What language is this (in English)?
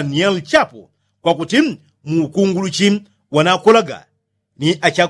Yao